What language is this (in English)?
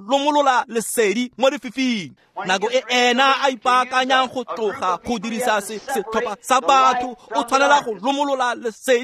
Tswana